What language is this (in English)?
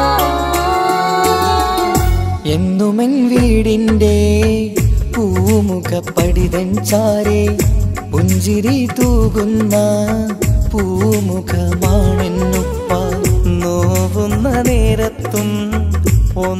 Malayalam